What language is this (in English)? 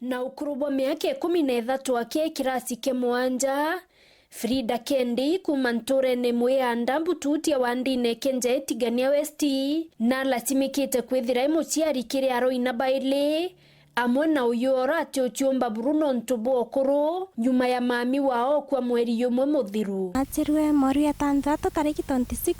Meru